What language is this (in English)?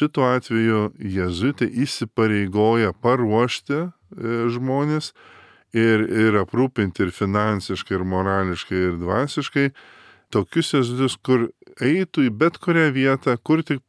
Lithuanian